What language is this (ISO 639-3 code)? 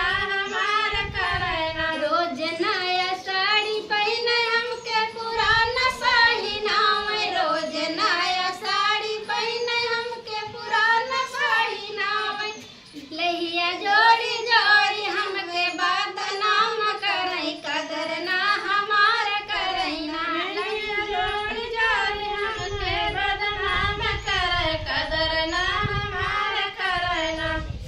bho